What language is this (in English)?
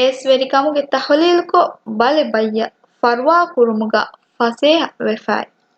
Divehi